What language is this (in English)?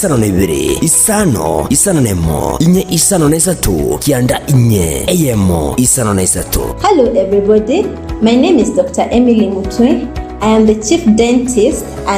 Gusii